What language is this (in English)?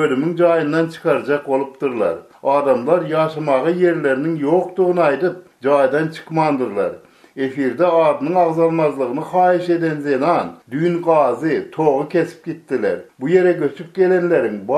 Turkmen